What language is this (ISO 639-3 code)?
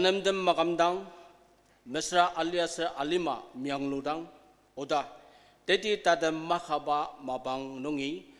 njo